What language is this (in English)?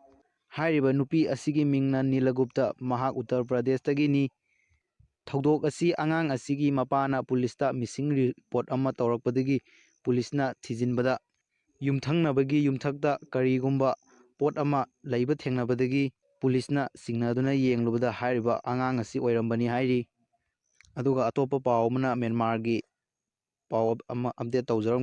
Manipuri